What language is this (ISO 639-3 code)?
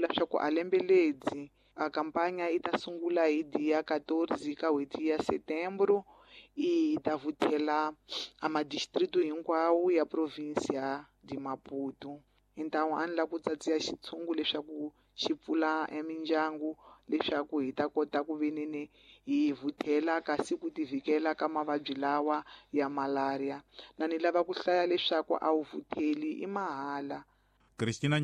tso